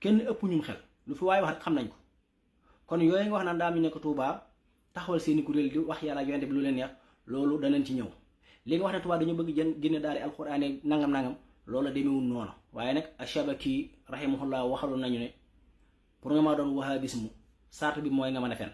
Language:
Wolof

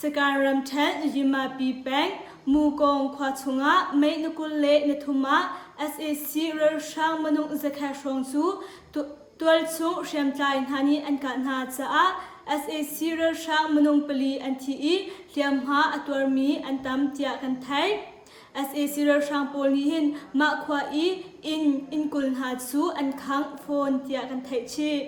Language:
Hakha Chin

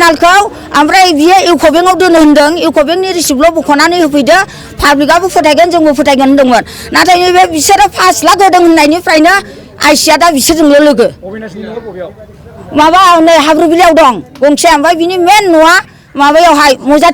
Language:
Bodo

